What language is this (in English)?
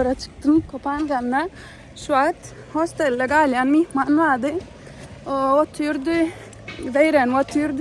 Turkmen